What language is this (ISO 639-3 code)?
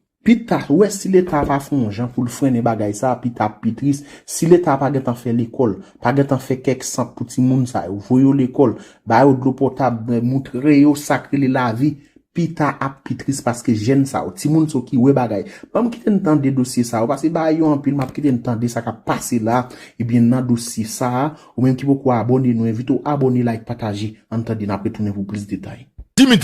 hat